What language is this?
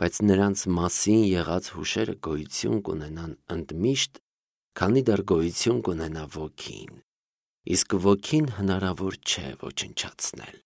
Armenian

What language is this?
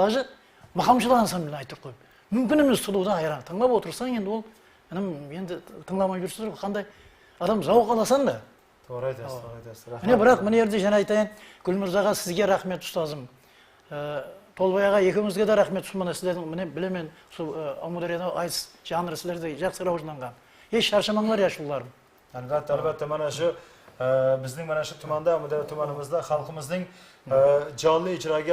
Kara-Kalpak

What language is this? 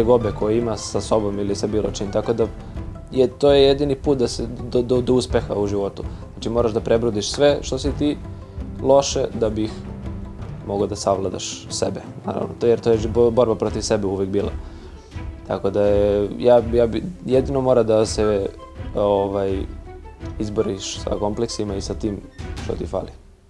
Serbian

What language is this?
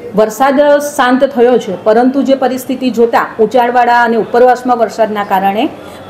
Gujarati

